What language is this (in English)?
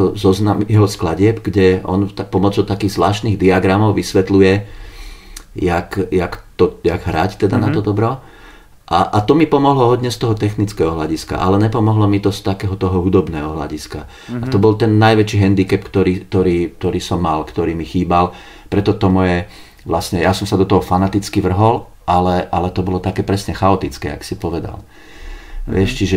Slovak